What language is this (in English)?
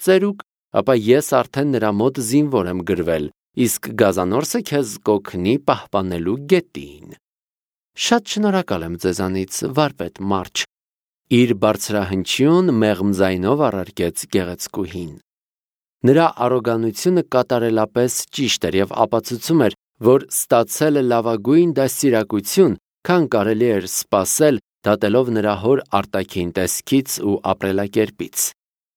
Armenian